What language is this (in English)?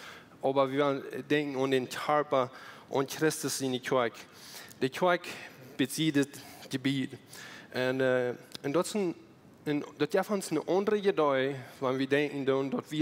Plautdietsch